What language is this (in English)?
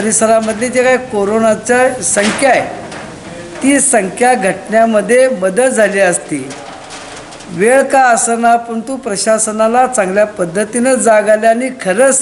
Marathi